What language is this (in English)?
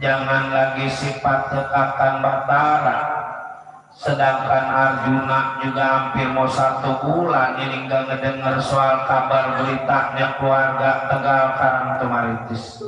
Betawi